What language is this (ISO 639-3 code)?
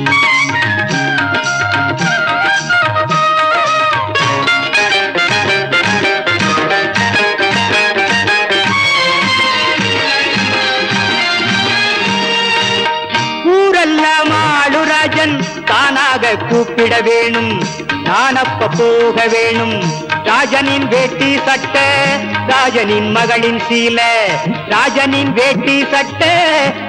tam